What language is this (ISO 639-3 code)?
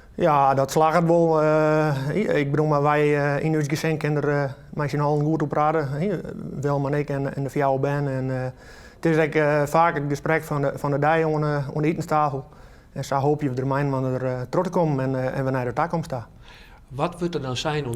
fry